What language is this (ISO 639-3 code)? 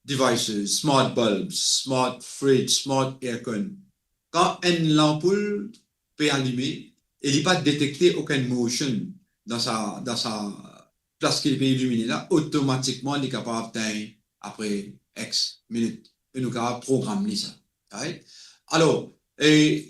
mfe